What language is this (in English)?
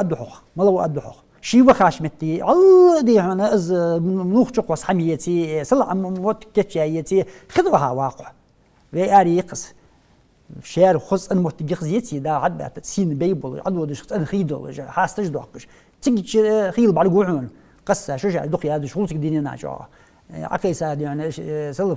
Ingush